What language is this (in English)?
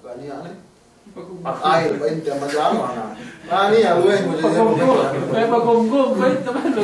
Yakan